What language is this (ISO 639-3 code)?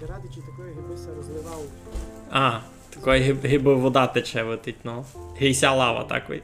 rue